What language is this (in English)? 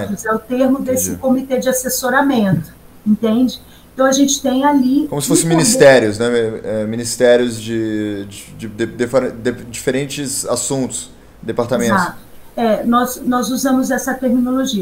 Portuguese